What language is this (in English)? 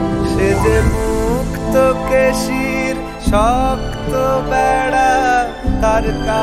Bangla